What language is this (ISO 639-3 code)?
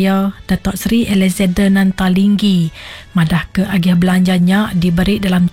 iba